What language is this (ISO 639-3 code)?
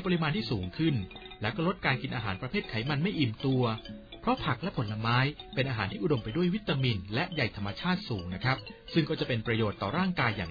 tha